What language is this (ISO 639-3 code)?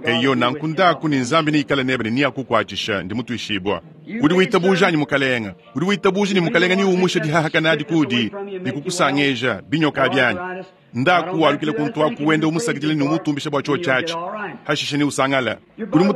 lua